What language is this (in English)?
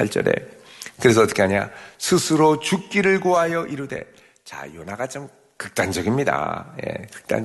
Korean